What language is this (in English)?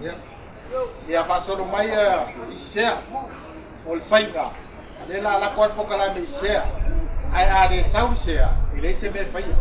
Samoan